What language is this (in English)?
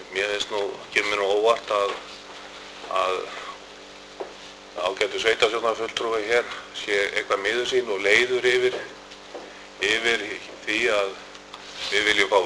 Icelandic